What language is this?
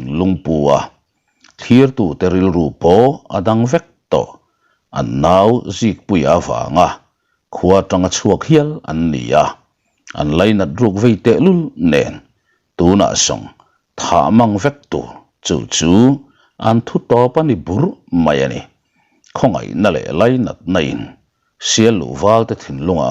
Mizo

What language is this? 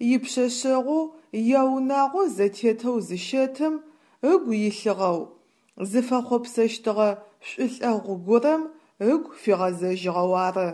Adyghe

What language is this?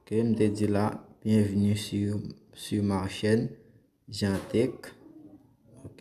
Haitian Creole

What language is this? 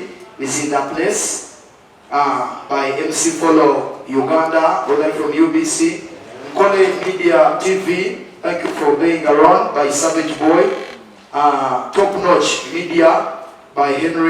Nyankole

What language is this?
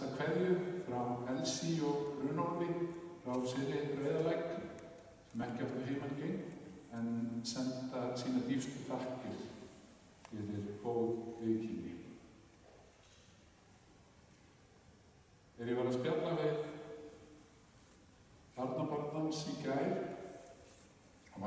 Icelandic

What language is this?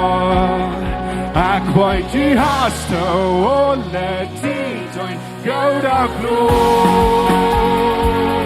Plautdietsch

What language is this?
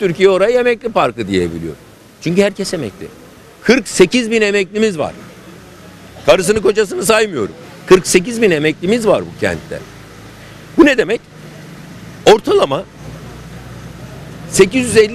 Turkish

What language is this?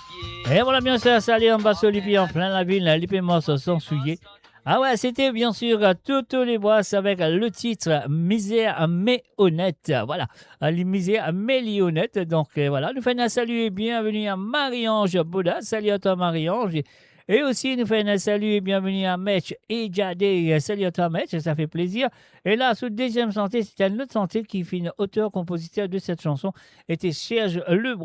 Morisyen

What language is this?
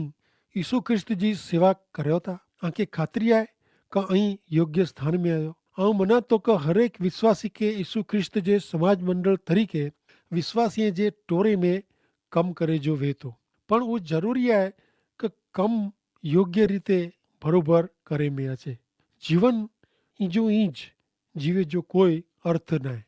Kachhi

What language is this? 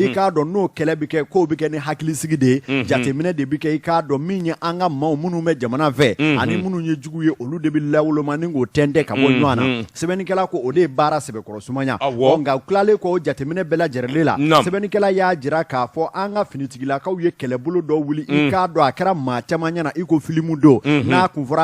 Bambara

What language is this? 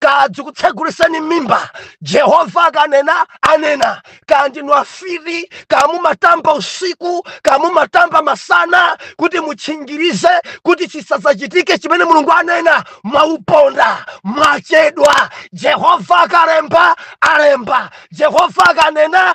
Nyanja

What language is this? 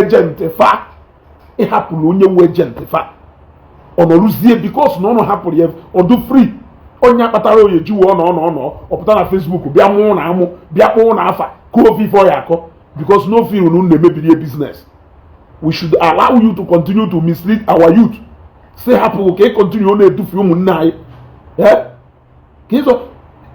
Igbo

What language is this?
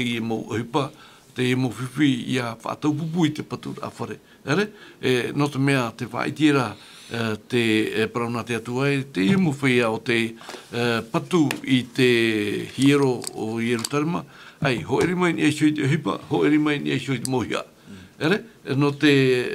Tahitian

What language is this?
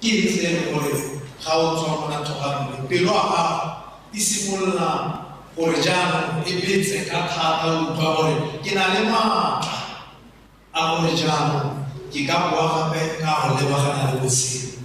Tswana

